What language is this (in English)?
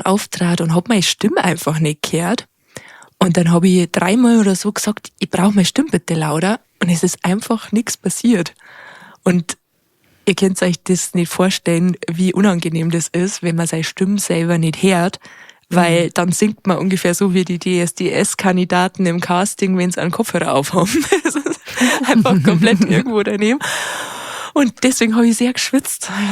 Bavarian